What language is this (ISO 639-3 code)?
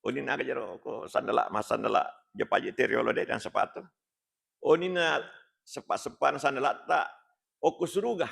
bug